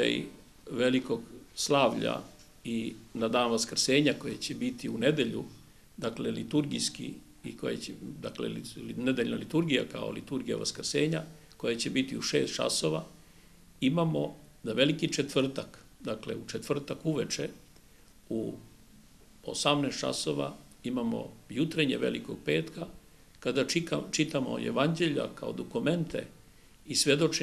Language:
Serbian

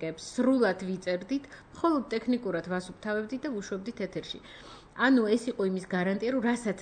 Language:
Georgian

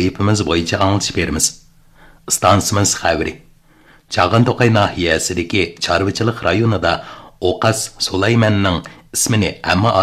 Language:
Uyghur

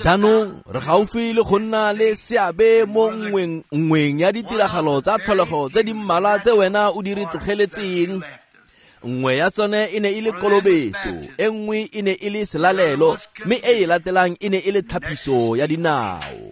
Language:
Tswana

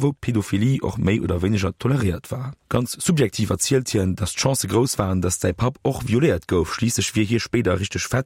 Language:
Luxembourgish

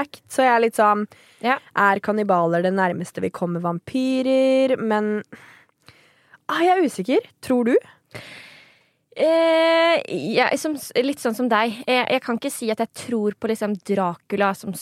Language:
Norwegian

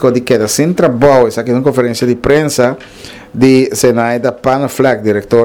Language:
Papiamento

